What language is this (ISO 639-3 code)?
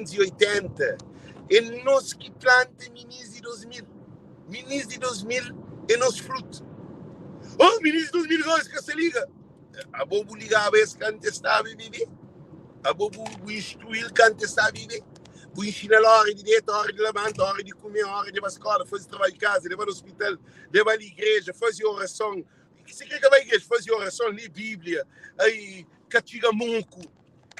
kea